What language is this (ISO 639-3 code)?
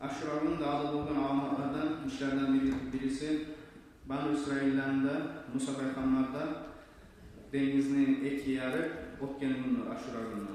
kum